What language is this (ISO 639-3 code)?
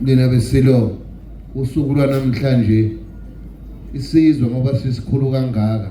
zul